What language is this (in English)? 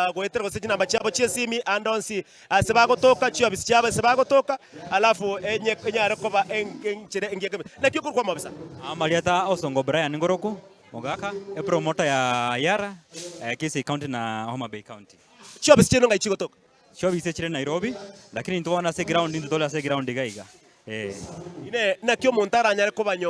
Gusii